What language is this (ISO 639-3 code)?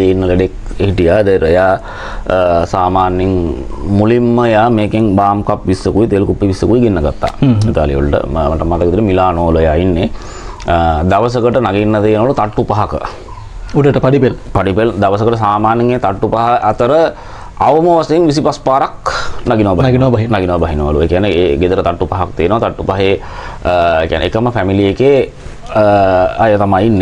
sin